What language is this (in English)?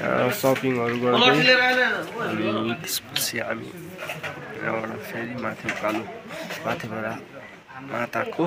Nepali